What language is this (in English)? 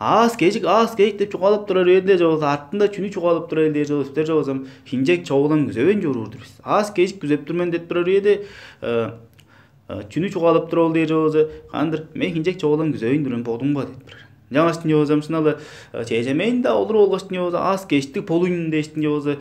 Tuvinian